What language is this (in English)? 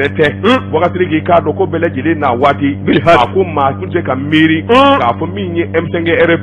Bambara